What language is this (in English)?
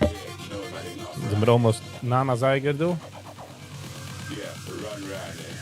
Yiddish